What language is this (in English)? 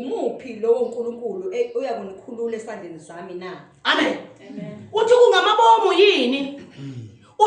Zulu